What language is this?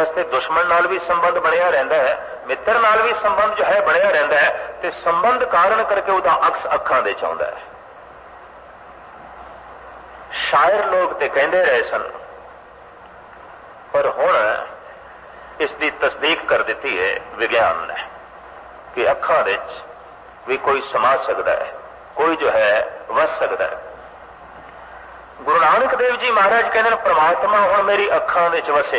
Punjabi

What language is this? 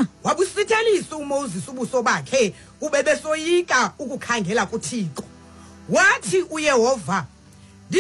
Xhosa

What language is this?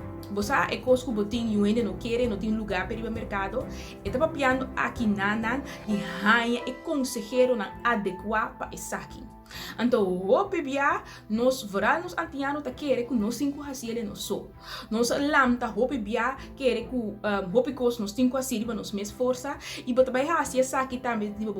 Papiamento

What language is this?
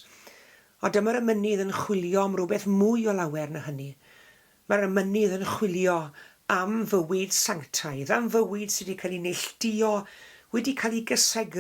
Welsh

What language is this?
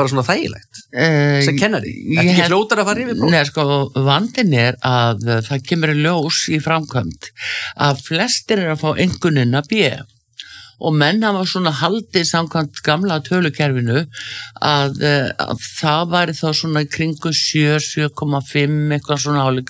Icelandic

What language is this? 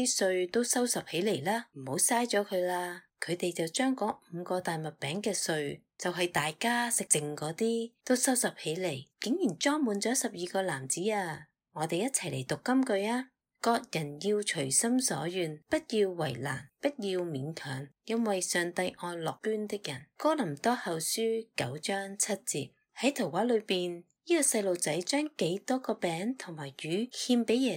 Cantonese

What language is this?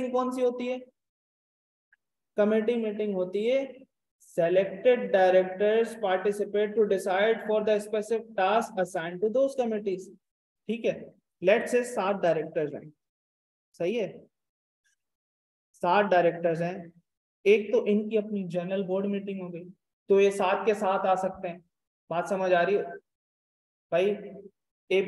Hindi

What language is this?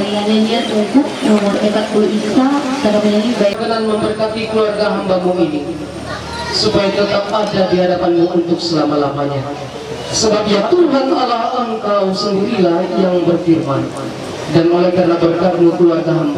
Ma'anyan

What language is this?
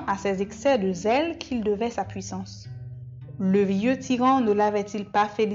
French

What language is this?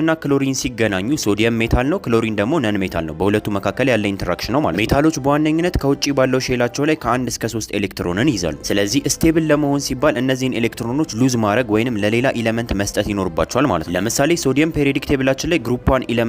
Amharic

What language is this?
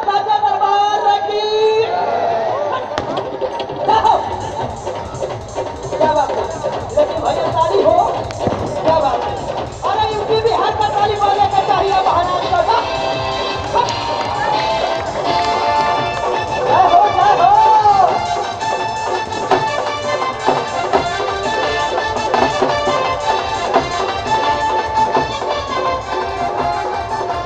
Bhojpuri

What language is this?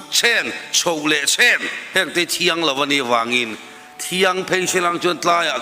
Mizo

